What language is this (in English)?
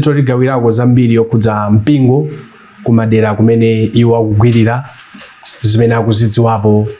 Nyanja